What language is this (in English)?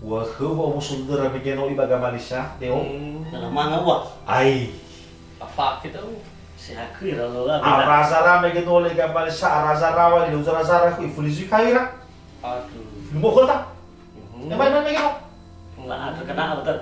Nias